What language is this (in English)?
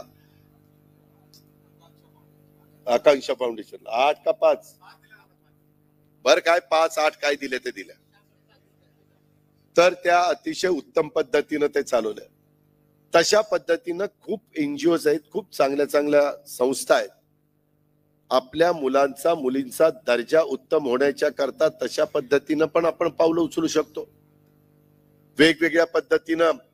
Marathi